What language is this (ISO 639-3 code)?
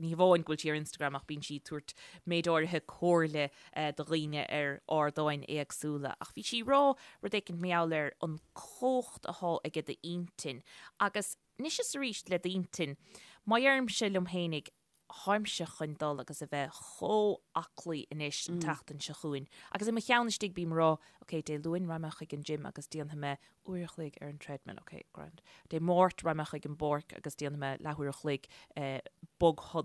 gle